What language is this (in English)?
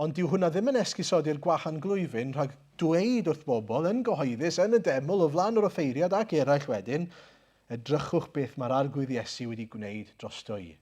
Welsh